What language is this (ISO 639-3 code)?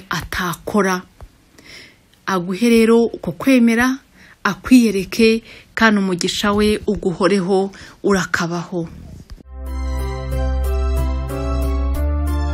kin